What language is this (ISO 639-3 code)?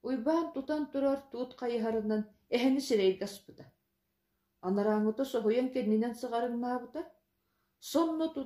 sah